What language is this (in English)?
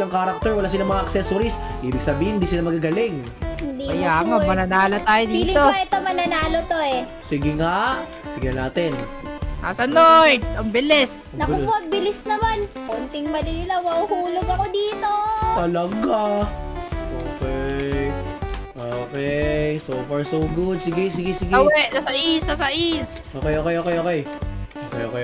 Filipino